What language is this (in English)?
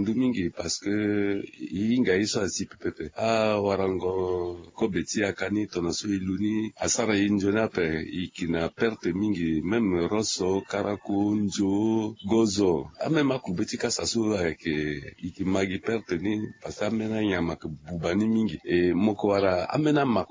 Sango